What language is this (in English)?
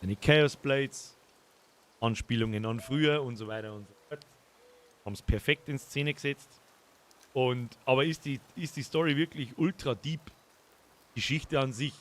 Bavarian